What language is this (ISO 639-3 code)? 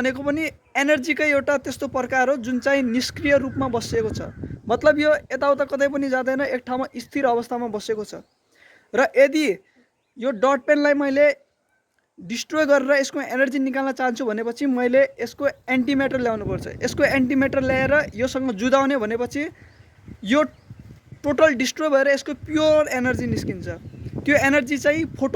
nep